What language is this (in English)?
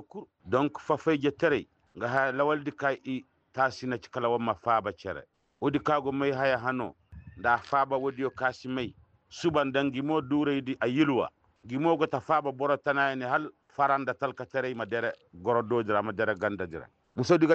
Koyraboro Senni